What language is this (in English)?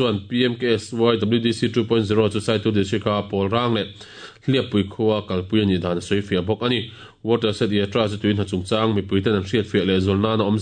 Mizo